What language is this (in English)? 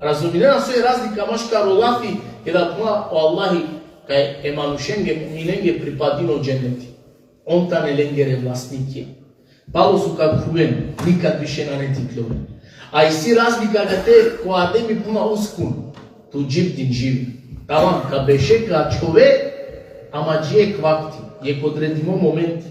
Balkan Romani